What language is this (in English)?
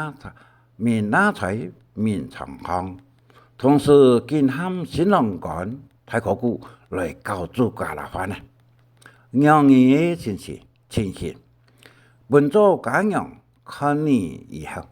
Hakka Chinese